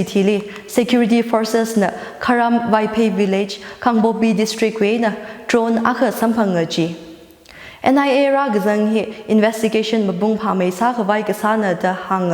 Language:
Tangkhul Naga (India)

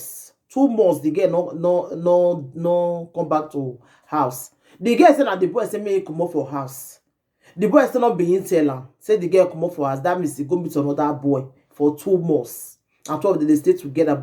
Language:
Nigerian Pidgin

